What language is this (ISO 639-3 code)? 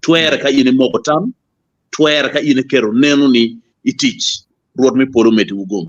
ach